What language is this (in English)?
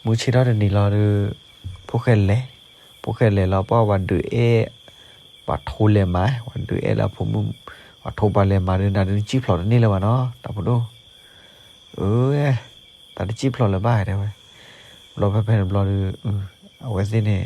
S'gaw Karen